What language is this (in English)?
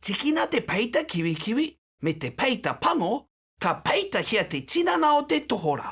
Māori